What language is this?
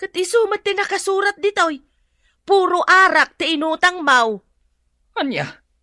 Iloko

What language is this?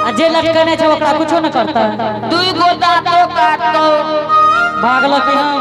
Angika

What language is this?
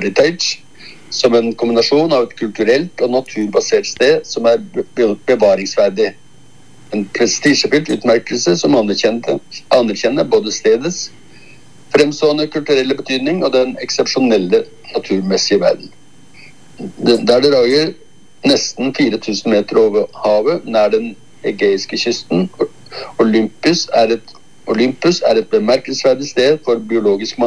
Norwegian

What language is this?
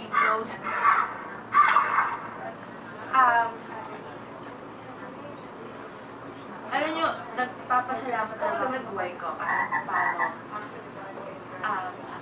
Filipino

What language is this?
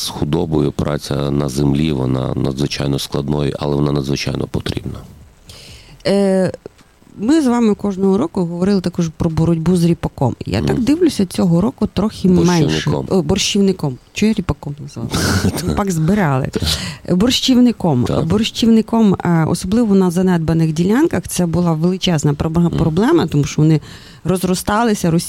Ukrainian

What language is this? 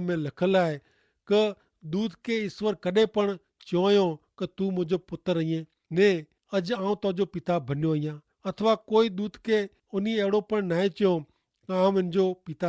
Kachhi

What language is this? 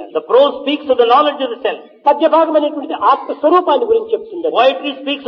Telugu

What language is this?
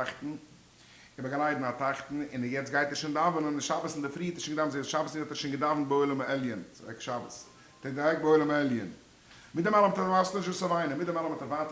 Yiddish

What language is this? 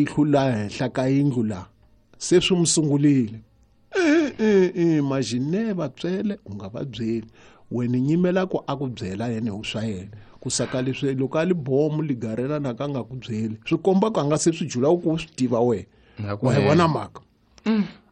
Tsonga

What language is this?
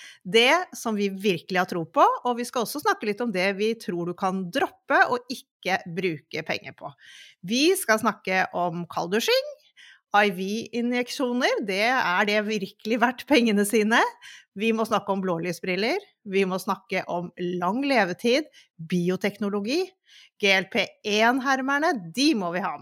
Norwegian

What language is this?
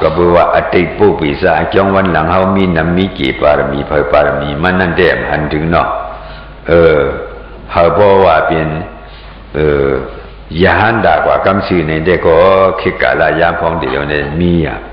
Shan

